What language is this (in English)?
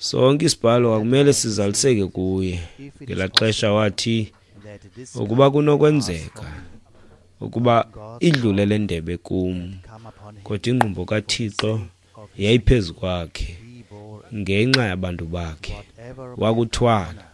Xhosa